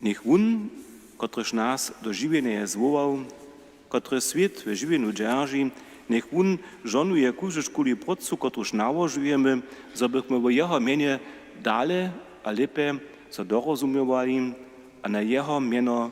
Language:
Upper Sorbian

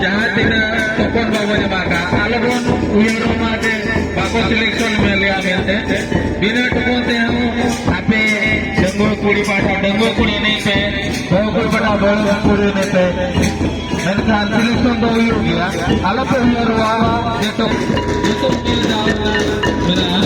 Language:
Santali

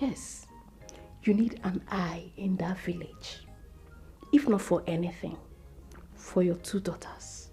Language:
Nigerian Pidgin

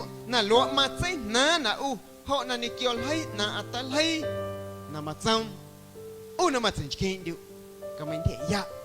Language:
Guerrero Amuzgo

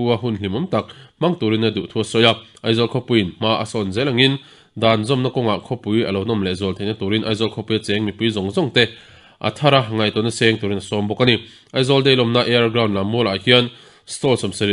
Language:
Mizo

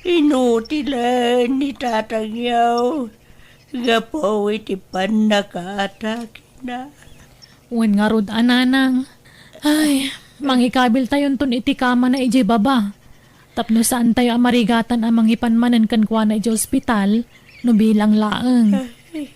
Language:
Iloko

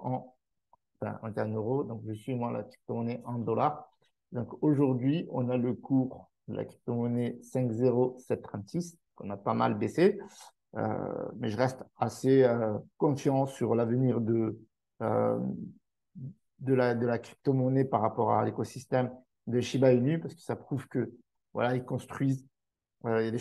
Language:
French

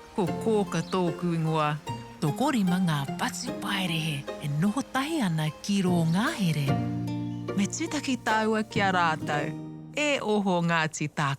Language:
Māori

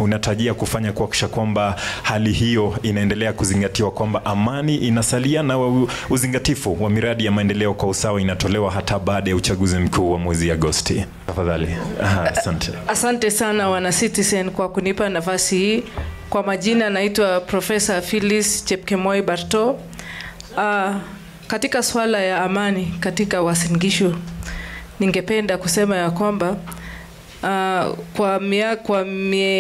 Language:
Swahili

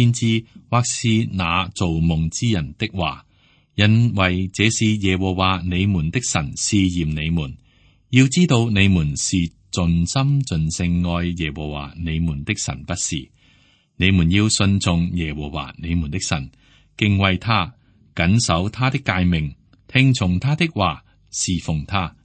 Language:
Cantonese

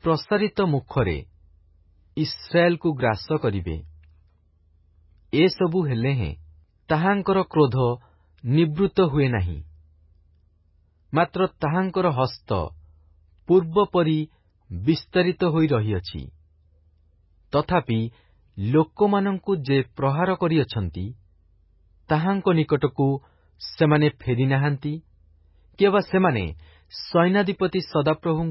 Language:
Odia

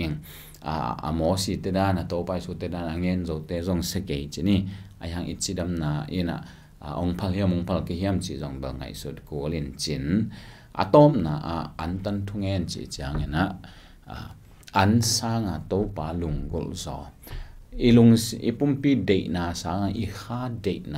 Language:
Tedim Chin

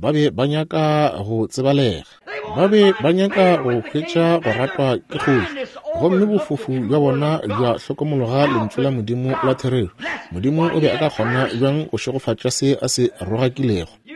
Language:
Northern Sotho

